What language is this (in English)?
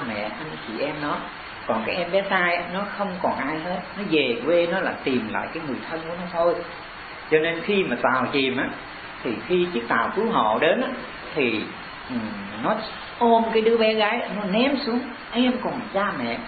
Vietnamese